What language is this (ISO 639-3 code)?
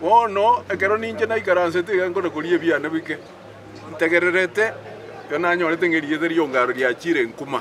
guz